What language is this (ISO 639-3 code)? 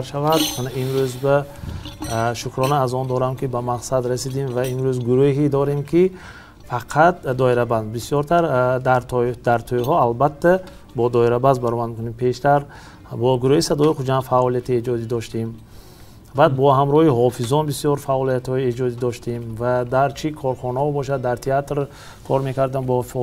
tgk